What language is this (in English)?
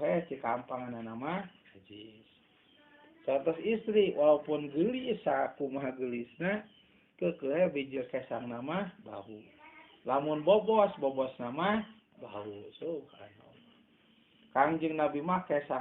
Sundanese